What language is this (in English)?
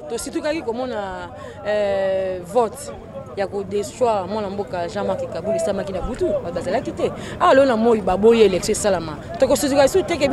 Lingala